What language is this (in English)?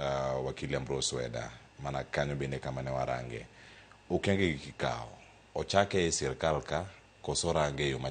Luo (Kenya and Tanzania)